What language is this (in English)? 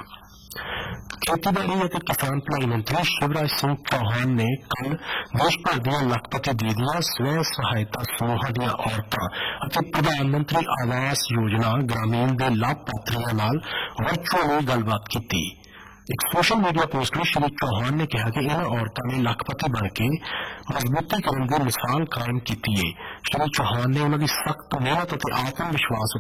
Punjabi